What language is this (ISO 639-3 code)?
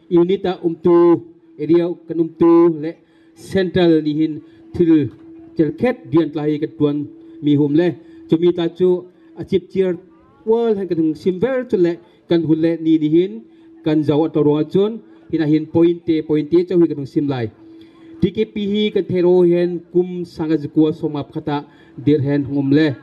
bgr